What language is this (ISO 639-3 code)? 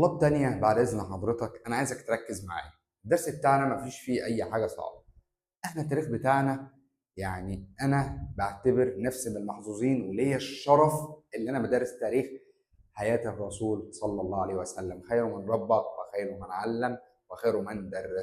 arz